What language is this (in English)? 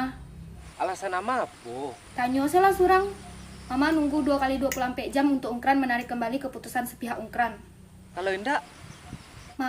Minangkabau